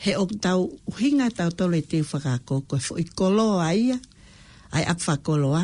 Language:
Tongan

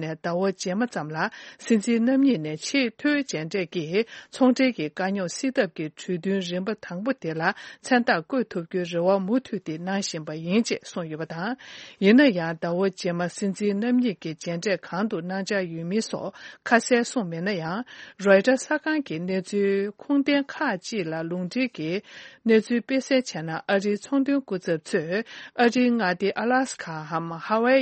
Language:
Tibetan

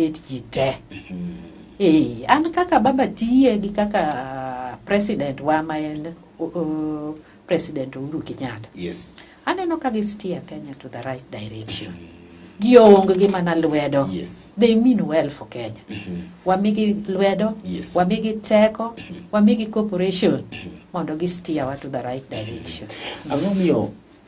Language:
Luo (Kenya and Tanzania)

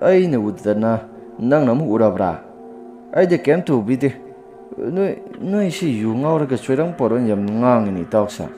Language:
Manipuri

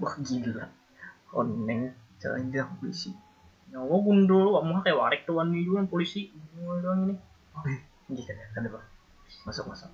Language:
Banjar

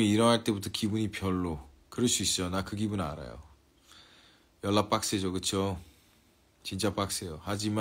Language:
Korean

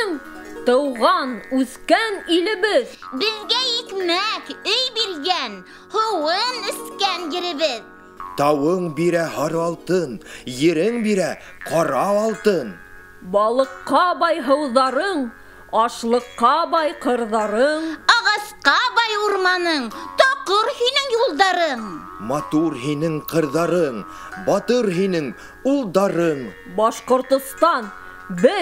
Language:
Bashkir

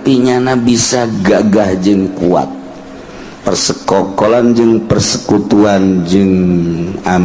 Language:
Sundanese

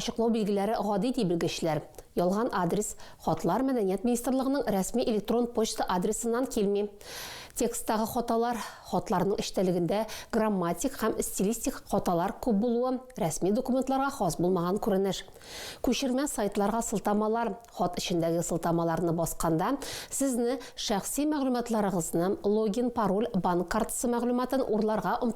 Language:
Tatar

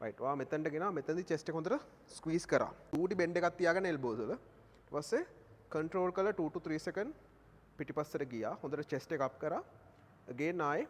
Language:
Sinhala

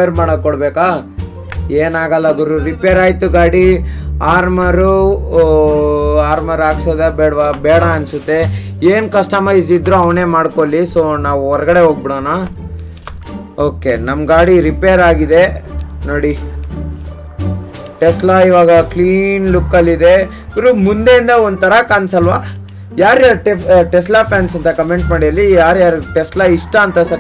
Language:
Kannada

